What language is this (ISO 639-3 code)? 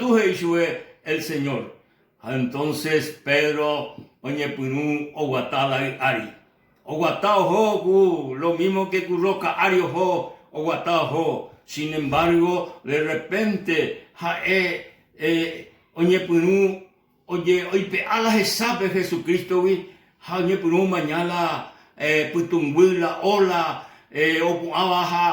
grn